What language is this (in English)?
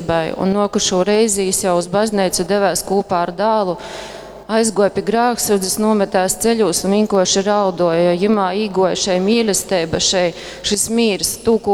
Latgalian